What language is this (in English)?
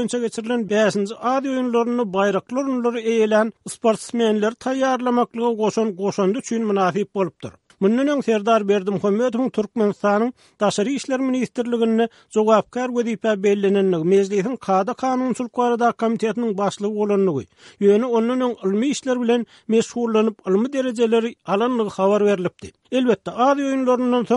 Turkmen